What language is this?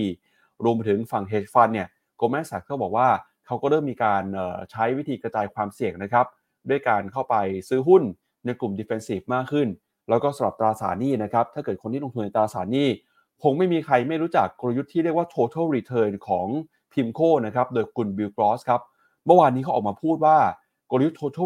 Thai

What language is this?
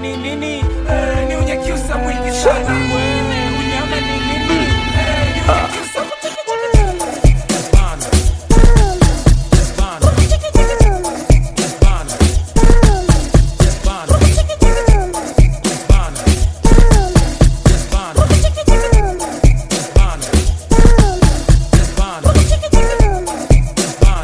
Swahili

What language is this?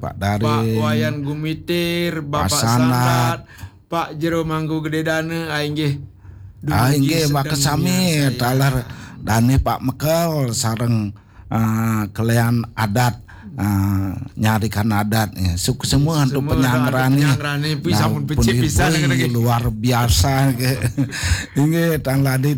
Balinese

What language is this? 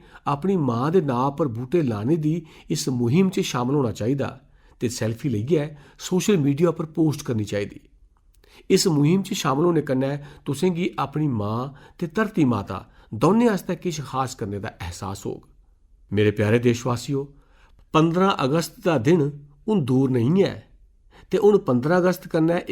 Dogri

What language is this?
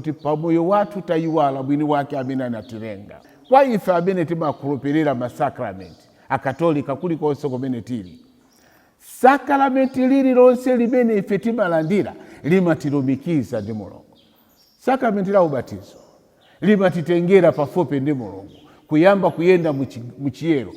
Nyanja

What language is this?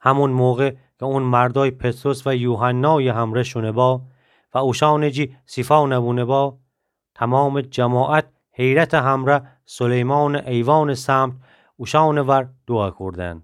Gilaki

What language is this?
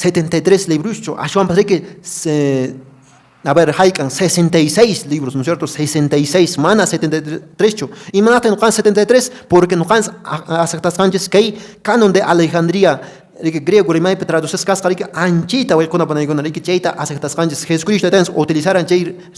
Quechua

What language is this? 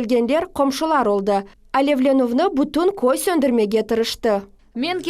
Crimean Tatar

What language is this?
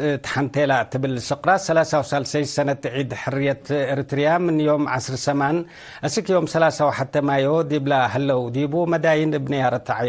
Tigre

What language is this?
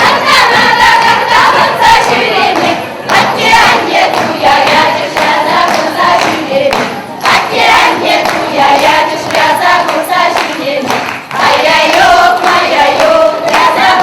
Chuvash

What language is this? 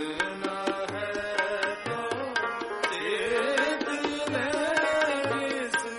Hindi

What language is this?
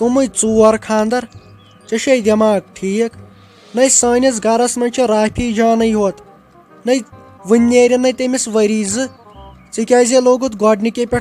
Kashmiri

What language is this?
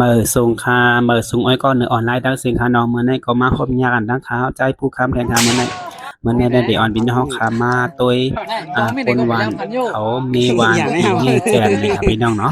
Shan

